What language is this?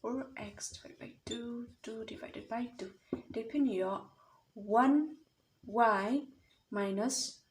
Khasi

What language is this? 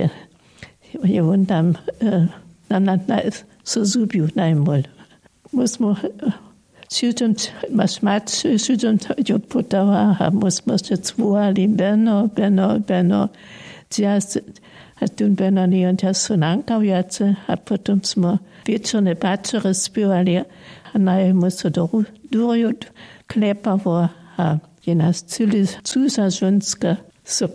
Upper Sorbian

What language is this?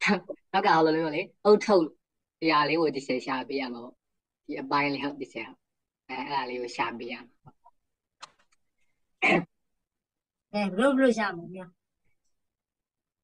Burmese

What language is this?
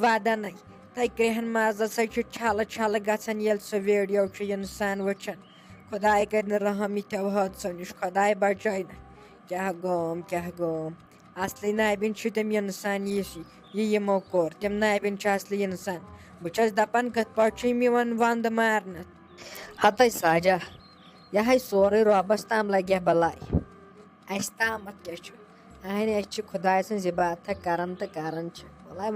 Kashmiri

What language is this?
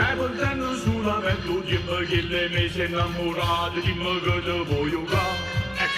Neapolitan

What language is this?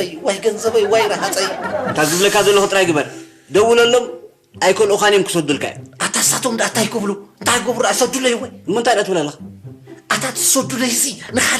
Tigrinya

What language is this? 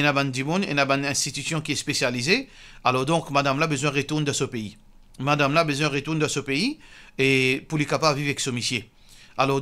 Morisyen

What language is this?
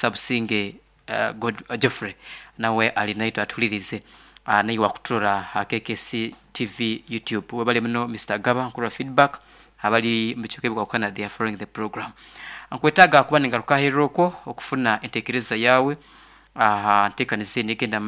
Nyoro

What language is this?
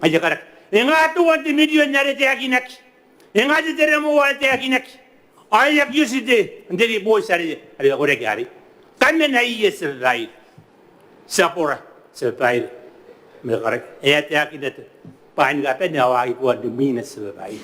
Gilbertese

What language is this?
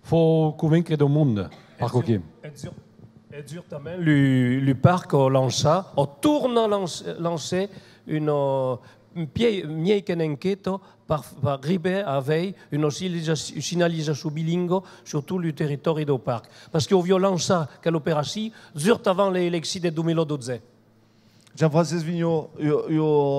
Occitan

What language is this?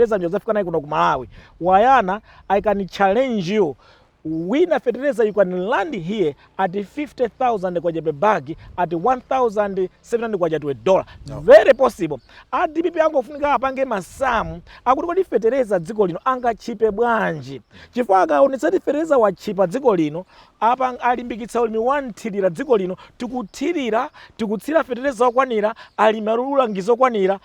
Nyanja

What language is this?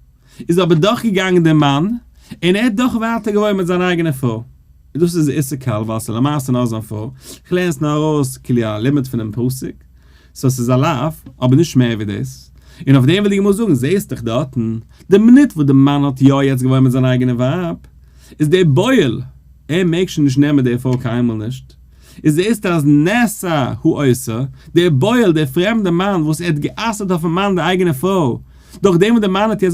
Yiddish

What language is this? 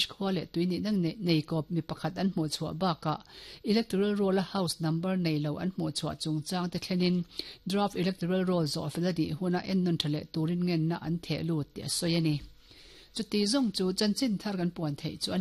Mizo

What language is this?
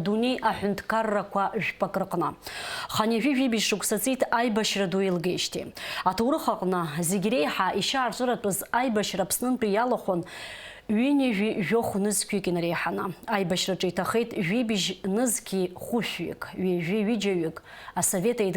Abkhazian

